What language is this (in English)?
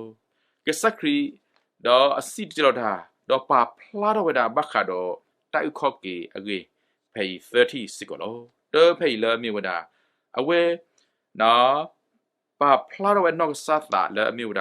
S'gaw Karen